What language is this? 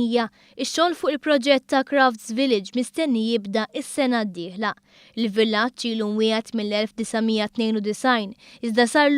Maltese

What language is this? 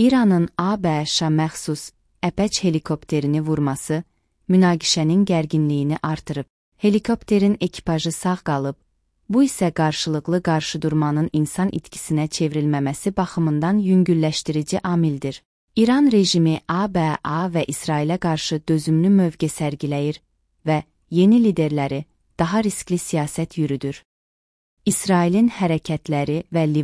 Azerbaijani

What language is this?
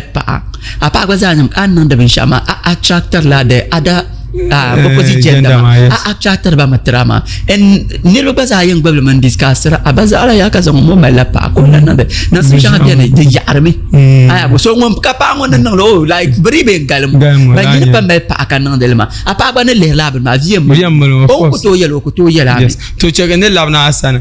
Dagbani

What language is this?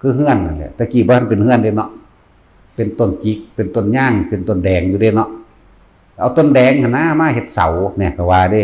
Lao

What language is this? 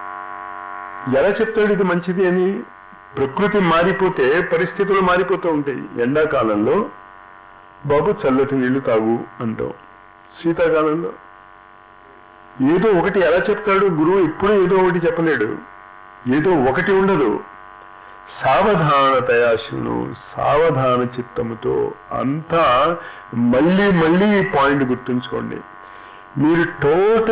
Telugu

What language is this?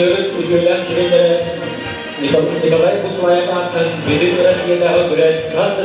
Yakut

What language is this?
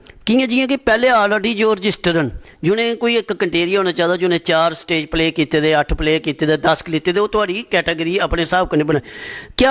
Dogri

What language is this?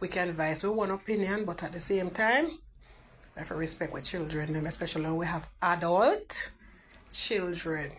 Jamaican Creole English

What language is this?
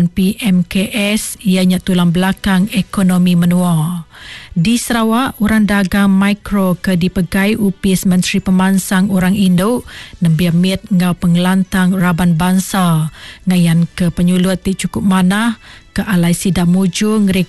Iban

